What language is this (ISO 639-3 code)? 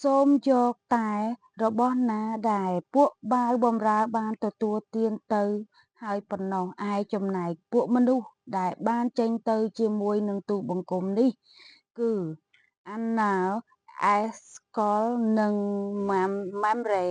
khm